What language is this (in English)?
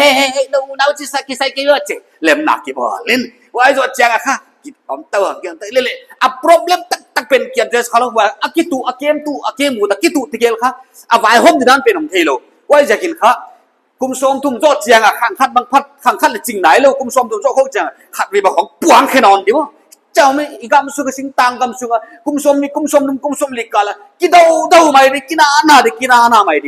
Paite Chin